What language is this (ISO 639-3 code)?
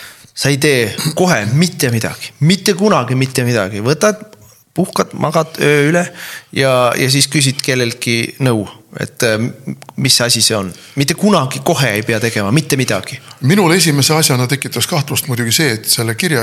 est